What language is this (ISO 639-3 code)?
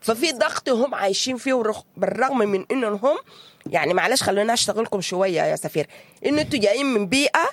apd